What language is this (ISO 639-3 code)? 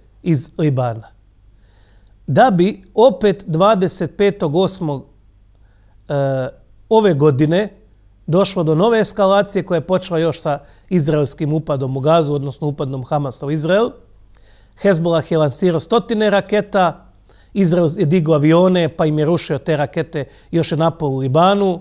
hrv